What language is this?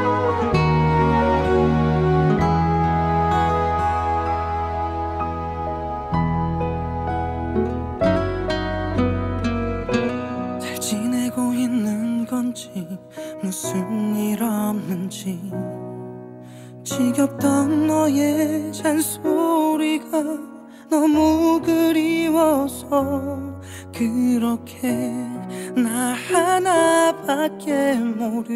Korean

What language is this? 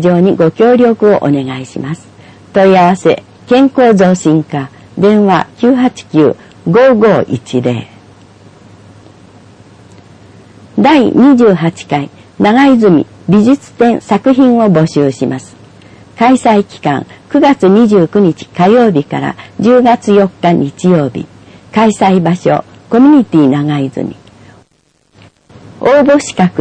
Japanese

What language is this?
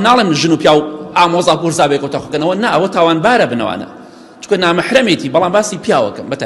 Central Kurdish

